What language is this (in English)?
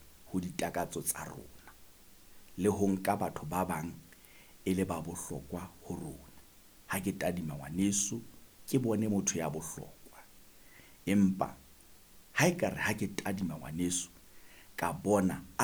Southern Sotho